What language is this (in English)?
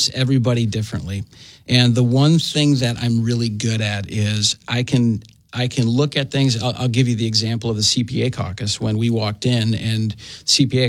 English